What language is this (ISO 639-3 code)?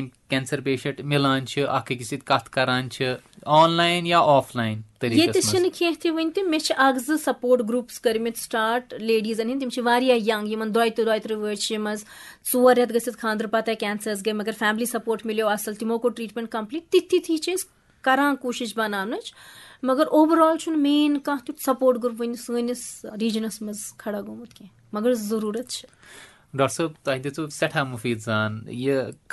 kas